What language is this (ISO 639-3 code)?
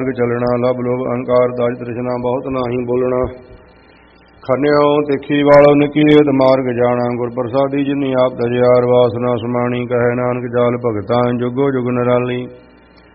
pan